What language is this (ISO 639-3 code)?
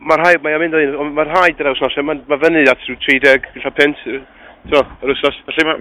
cym